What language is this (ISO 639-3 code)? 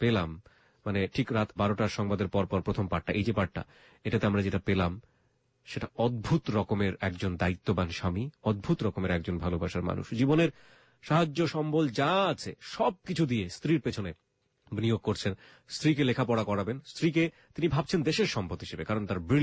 ben